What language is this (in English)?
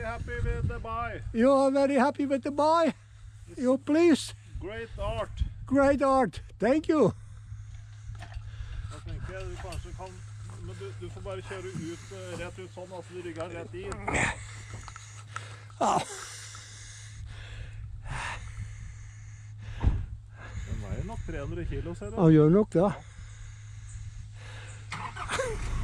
Norwegian